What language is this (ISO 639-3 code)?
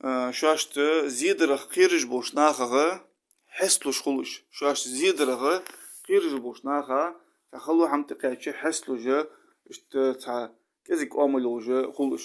inh